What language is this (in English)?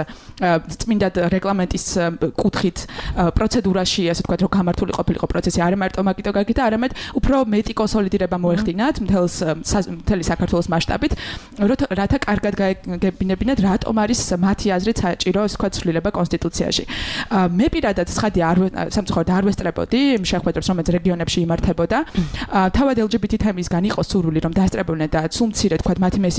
Georgian